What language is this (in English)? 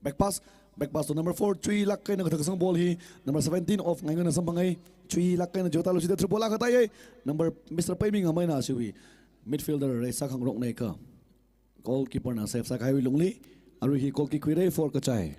Tangkhul Naga (India)